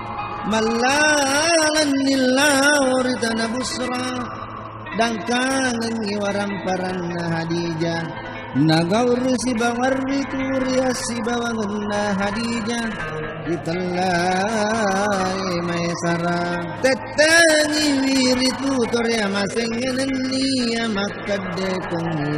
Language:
Buginese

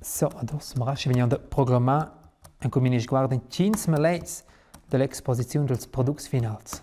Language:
Romansh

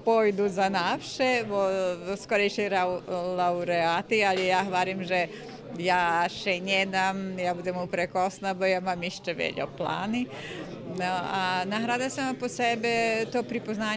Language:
Rusyn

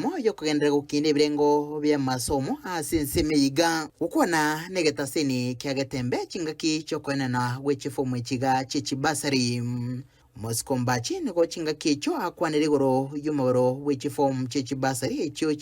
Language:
Gusii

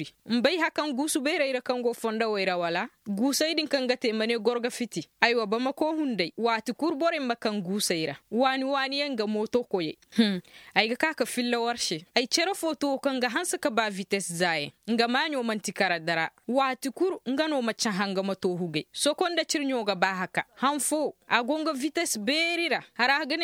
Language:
Koyraboro Senni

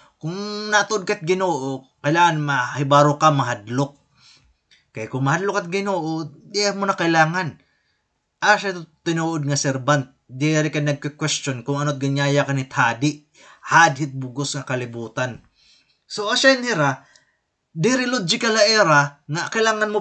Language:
Waray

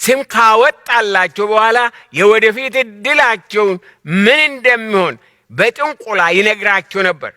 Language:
Amharic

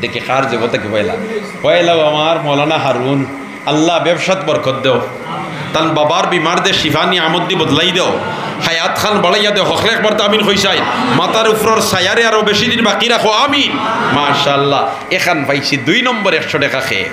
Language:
Sylheti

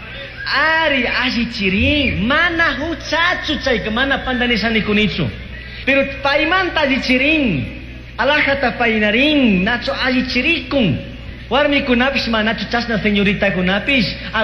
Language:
Chimborazo Highland Quichua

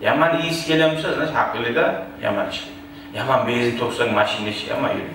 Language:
Kumyk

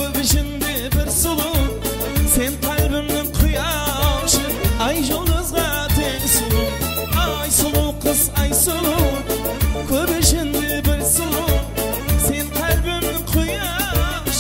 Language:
Kara-Kalpak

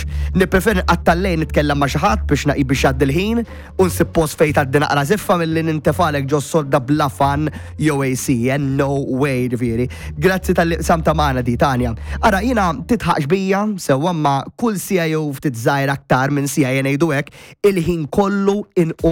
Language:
Maltese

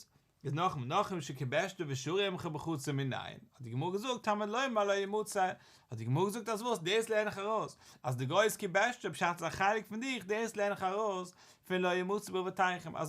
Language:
Yiddish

